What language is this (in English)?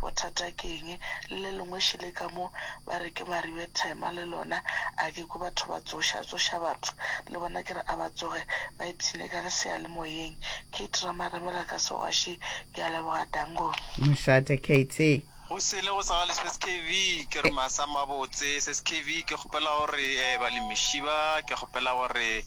Northern Sotho